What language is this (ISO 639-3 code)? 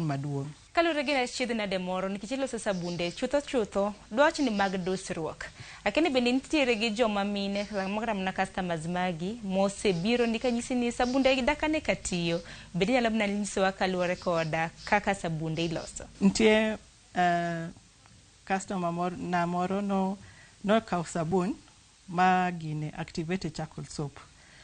luo